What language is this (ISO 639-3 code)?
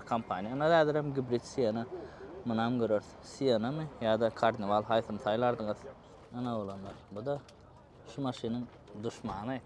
tuk